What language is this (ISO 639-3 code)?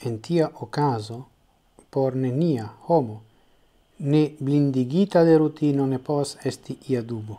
epo